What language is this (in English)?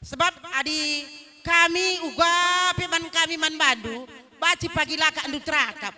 Batak Karo